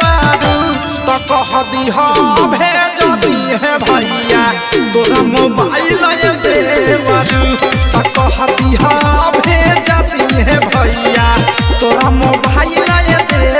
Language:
Bhojpuri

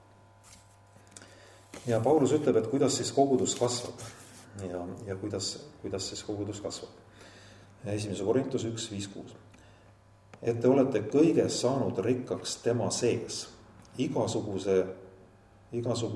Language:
Estonian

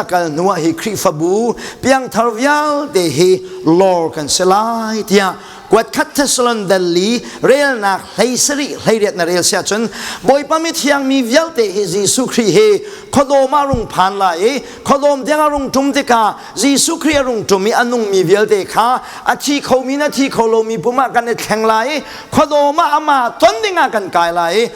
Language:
Hakha Chin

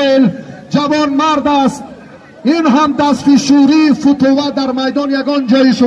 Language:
Tajik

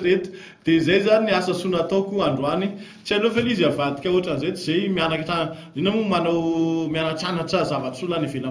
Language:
Malagasy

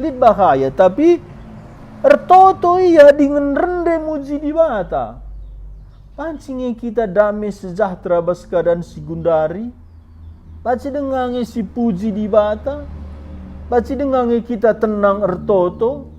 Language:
Batak Karo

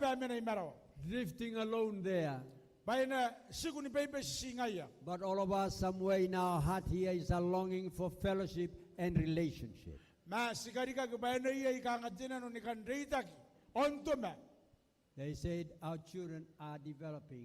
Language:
Gilbertese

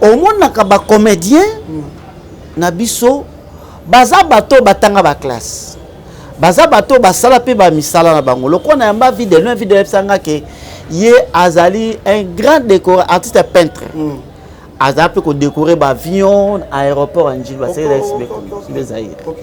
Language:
Lingala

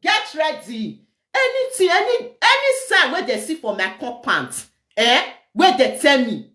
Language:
Nigerian Pidgin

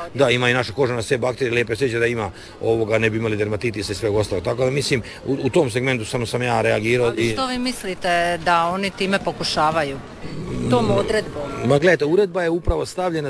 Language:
Croatian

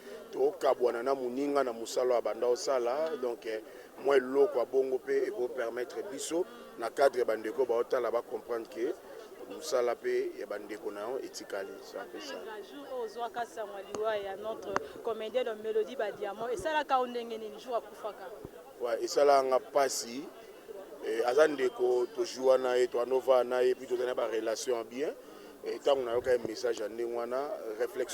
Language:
Lingala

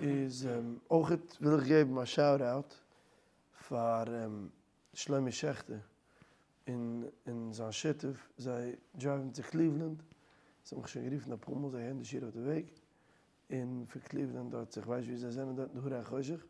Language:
Yiddish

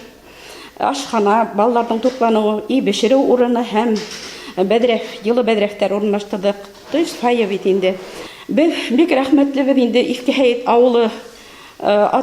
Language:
Bashkir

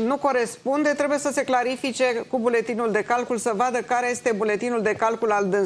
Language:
Romanian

